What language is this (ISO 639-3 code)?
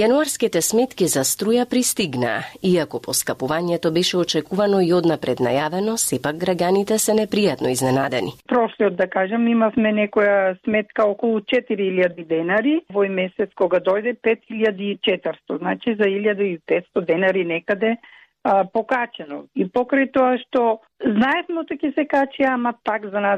mkd